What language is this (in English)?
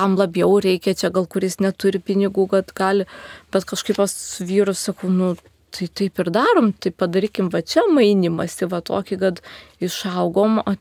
Lithuanian